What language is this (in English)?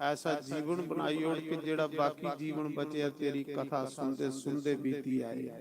Dogri